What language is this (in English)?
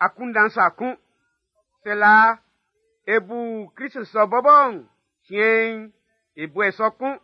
Baoulé